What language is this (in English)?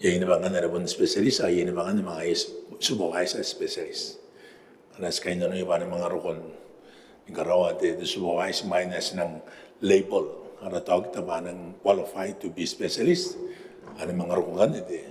Gilbertese